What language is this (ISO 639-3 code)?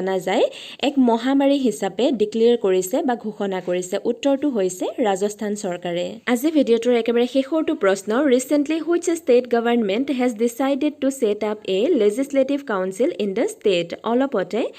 asm